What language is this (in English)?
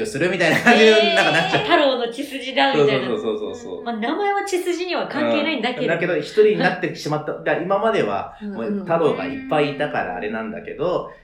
Japanese